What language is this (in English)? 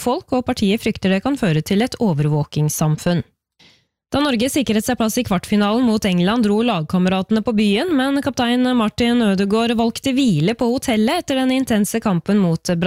Norwegian